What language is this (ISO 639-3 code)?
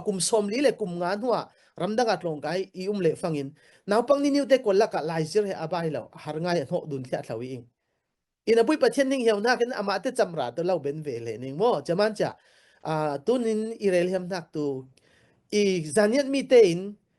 cfm